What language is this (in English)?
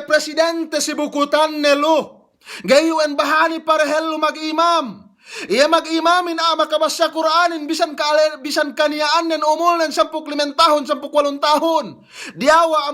Yakan